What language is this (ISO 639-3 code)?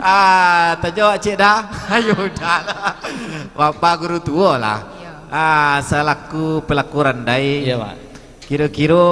min